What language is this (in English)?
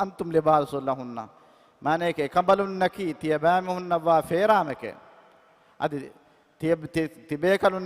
Divehi